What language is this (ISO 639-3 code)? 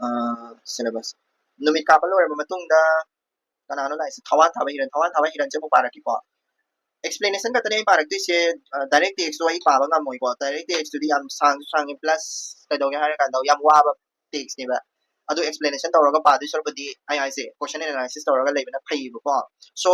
mni